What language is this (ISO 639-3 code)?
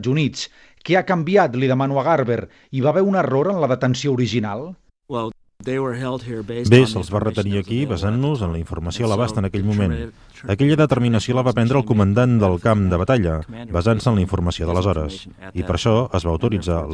cat